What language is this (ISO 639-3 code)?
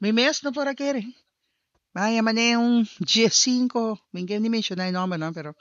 pap